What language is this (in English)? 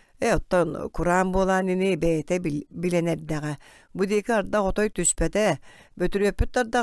Yakut